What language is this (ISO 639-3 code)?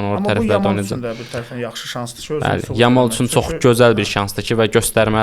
aze